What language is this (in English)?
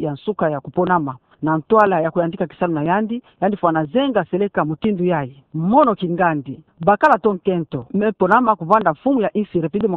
Kituba (Democratic Republic of Congo)